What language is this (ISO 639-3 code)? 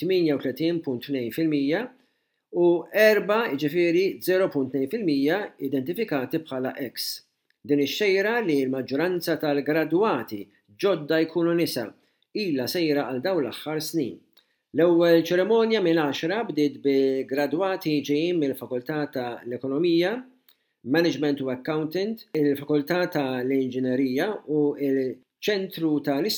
mlt